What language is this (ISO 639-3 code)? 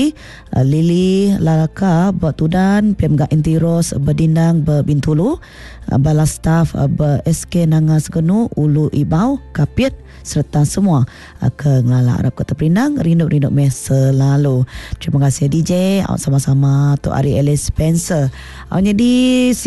iba